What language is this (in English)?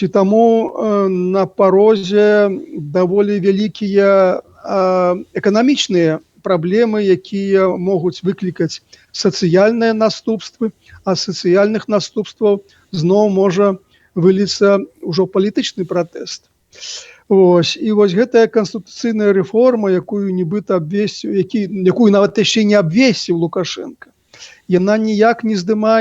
Belarusian